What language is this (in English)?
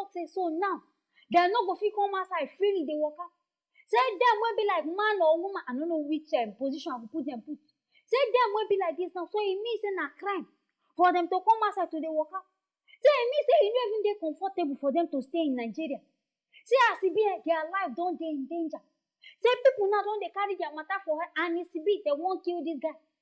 Nigerian Pidgin